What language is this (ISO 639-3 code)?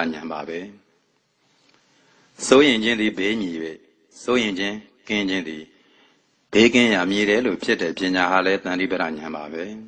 mya